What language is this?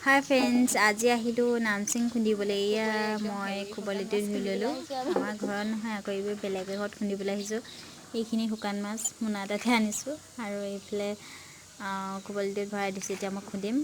Assamese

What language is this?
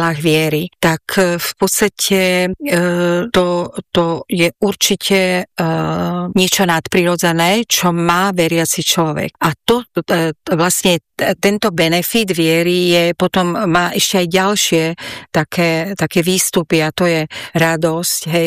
Slovak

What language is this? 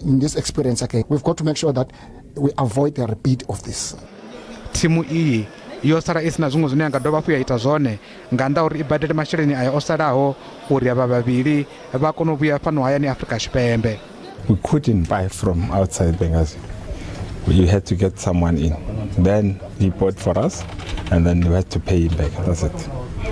Venda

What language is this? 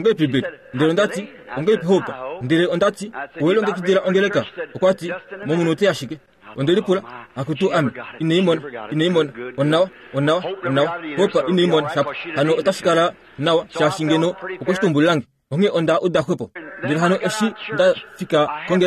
Kuanyama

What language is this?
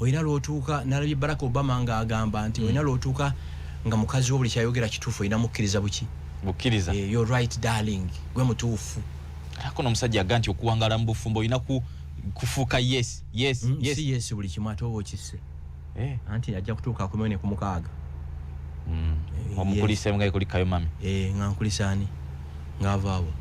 Ganda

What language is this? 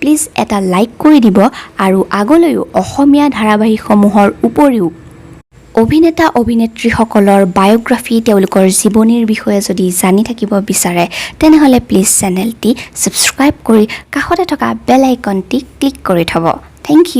Assamese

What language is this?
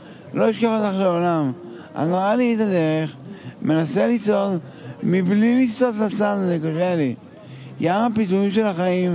Hebrew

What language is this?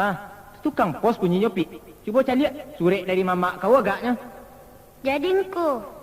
Minangkabau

